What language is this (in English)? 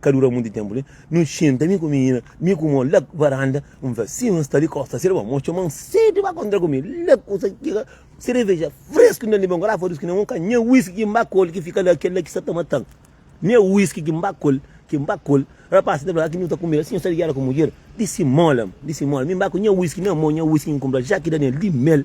Kabuverdianu